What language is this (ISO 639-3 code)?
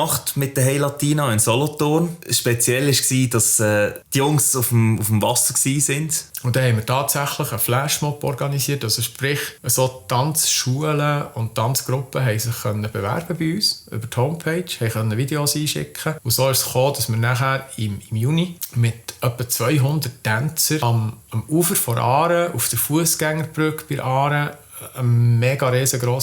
gsw